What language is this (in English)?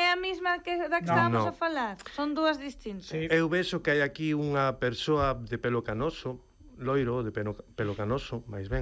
Galician